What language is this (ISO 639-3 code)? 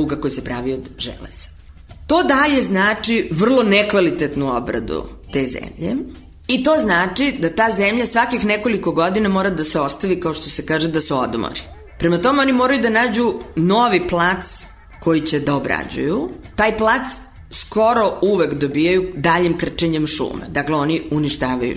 srp